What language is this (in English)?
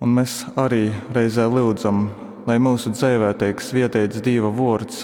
Latgalian